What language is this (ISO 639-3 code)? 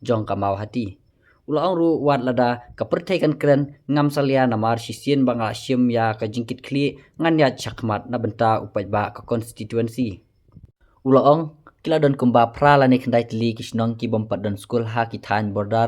kha